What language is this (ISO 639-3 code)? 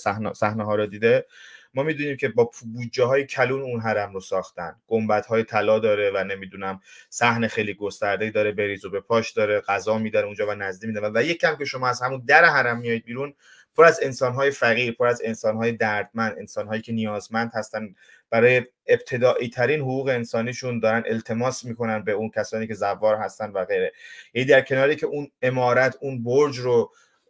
fas